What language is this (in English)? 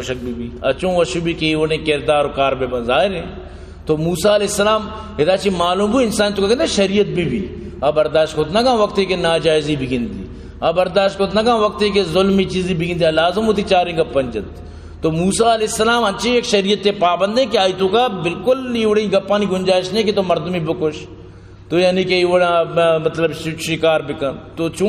Baluchi